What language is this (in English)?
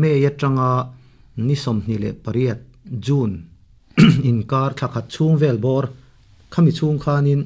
Mizo